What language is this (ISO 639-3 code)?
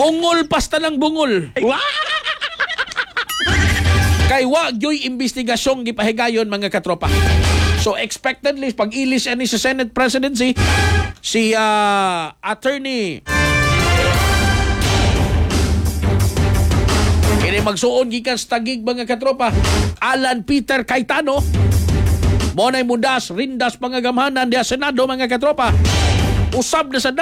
ceb